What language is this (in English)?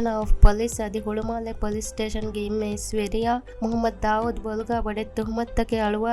Divehi